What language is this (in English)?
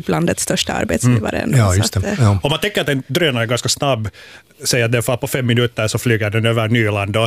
Swedish